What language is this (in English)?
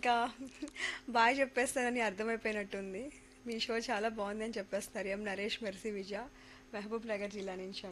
Telugu